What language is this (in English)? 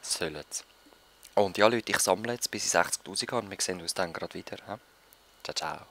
Swiss German